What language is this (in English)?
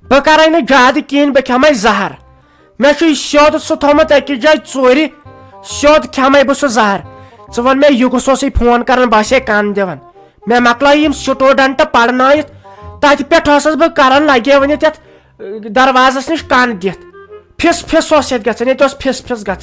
Kashmiri